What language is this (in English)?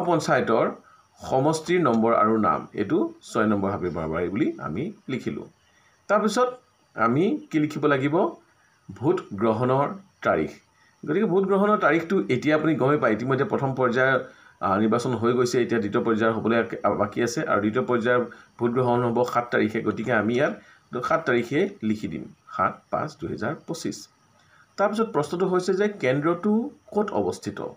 Assamese